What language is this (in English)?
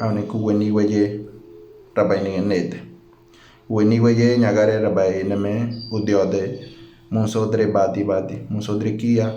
Ngäbere